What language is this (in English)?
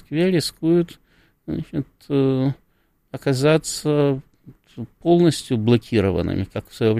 Russian